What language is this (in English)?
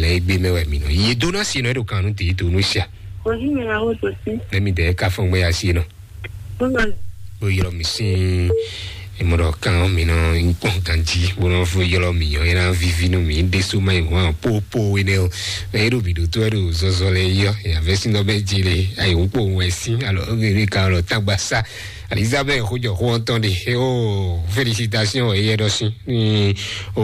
Fon